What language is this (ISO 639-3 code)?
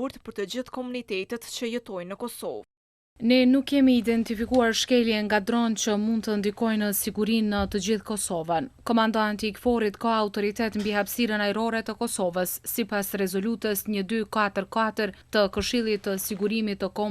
sqi